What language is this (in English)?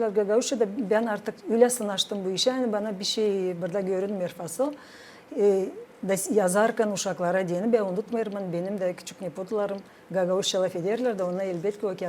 Gagauz